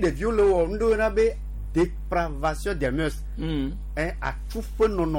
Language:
Gen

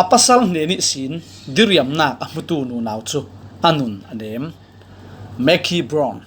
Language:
Falam Chin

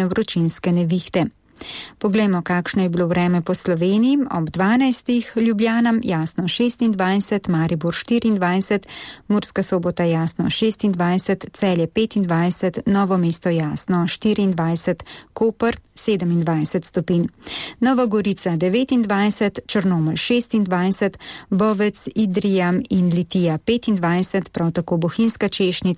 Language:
Slovenian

